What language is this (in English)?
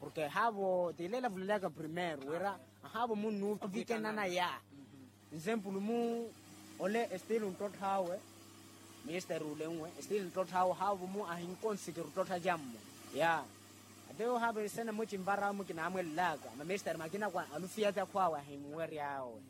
Makhuwa